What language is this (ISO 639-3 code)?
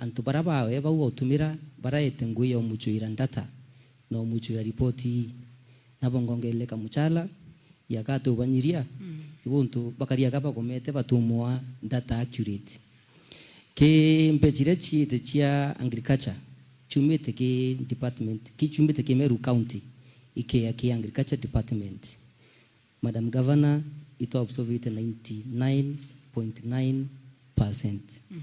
mer